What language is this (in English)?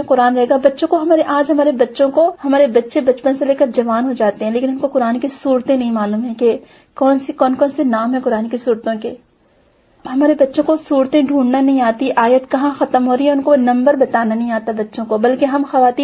Urdu